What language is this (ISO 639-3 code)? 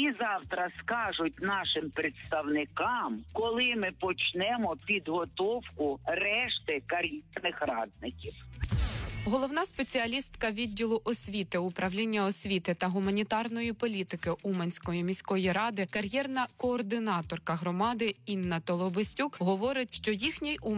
ukr